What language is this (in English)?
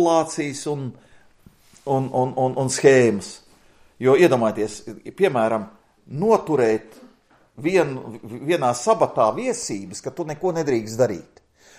Latvian